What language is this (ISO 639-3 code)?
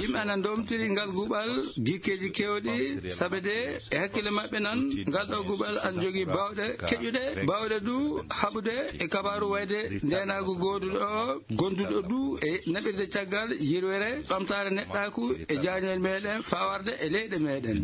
ffm